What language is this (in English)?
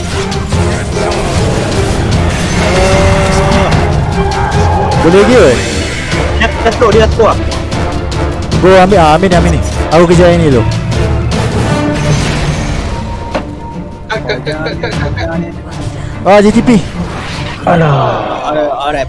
Malay